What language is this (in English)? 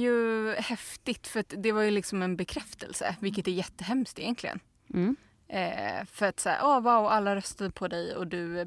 Swedish